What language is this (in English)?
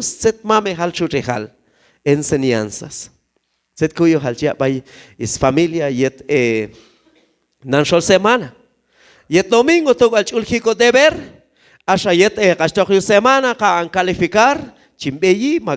Q'anjob'al